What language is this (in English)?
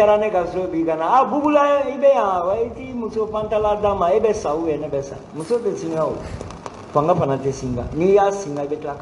Bambara